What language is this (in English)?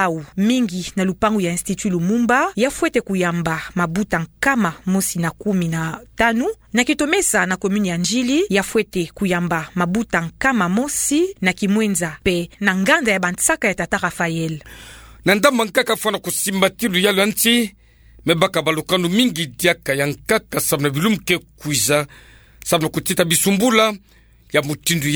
Kituba (Democratic Republic of Congo)